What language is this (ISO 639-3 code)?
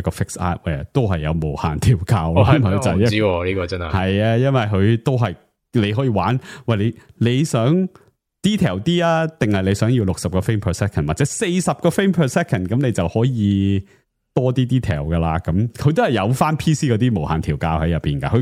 yue